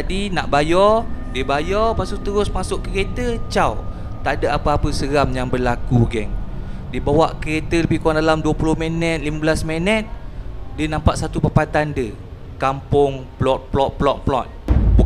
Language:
Malay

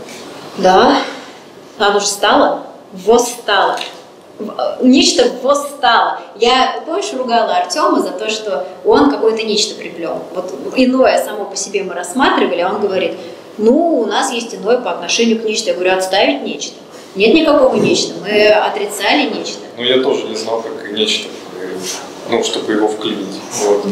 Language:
Russian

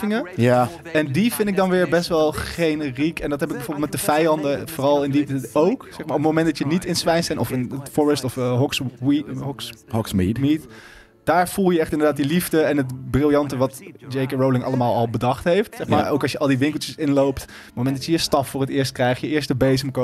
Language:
Dutch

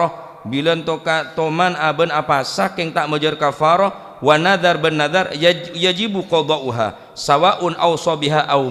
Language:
Madurese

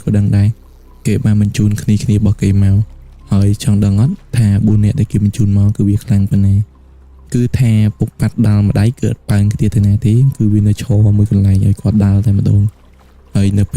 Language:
Khmer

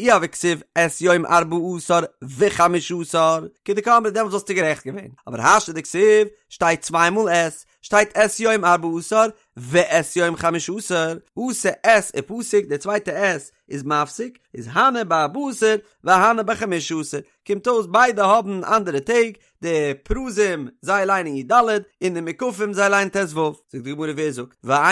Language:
Yiddish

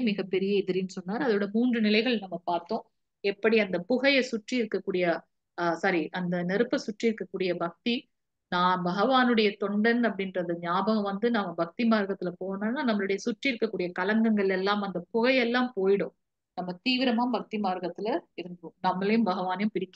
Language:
Tamil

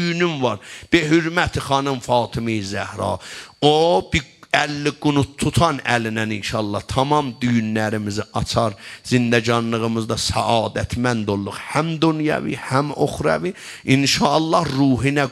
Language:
South Azerbaijani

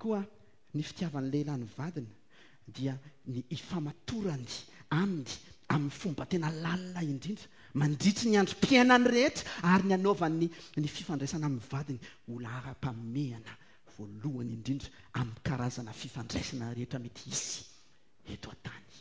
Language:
Malagasy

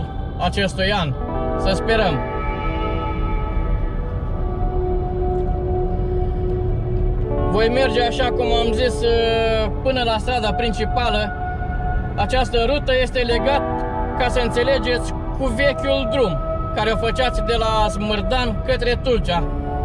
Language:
Romanian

